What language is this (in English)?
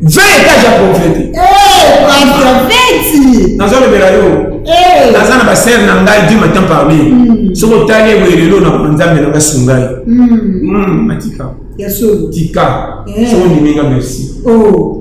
Lingala